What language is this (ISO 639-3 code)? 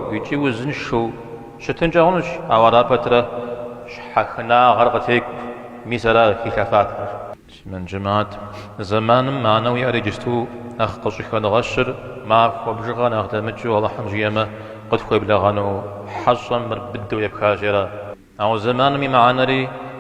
kbd